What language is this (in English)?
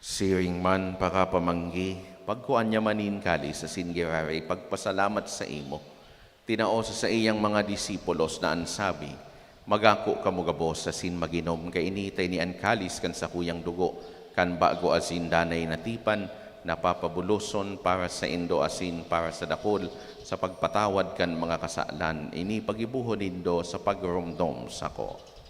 Bikol